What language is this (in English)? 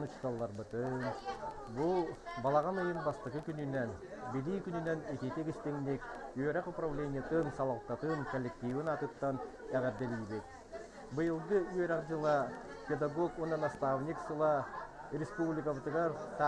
Yakut